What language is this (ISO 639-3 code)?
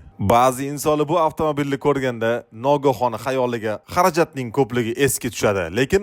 uzb